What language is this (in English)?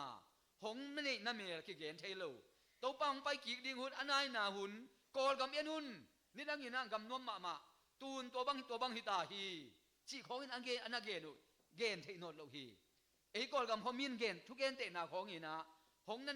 Tedim Chin